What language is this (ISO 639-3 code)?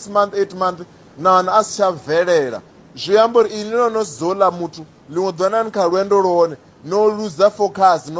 ven